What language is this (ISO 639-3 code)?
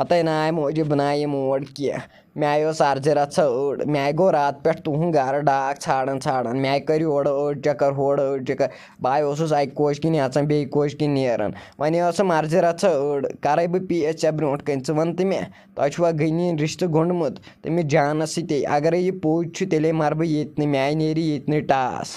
kas